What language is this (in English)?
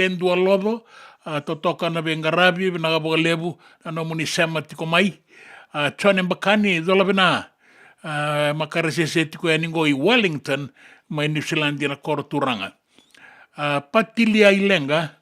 Fijian